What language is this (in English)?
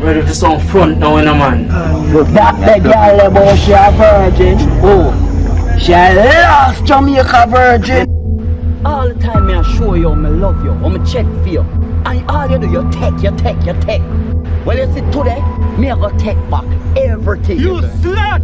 Jamaican Creole English